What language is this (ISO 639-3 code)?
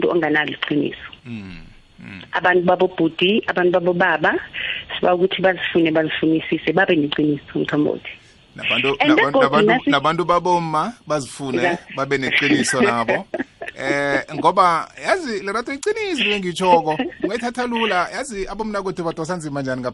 nbl